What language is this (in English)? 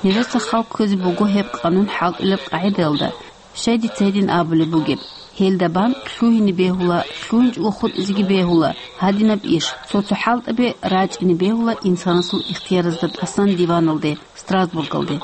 Avaric